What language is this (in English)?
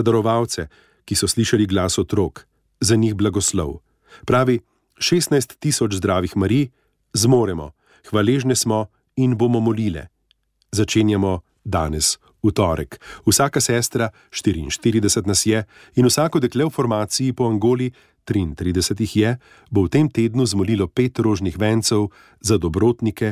Slovenian